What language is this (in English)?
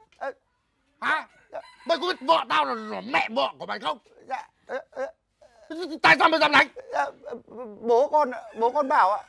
Vietnamese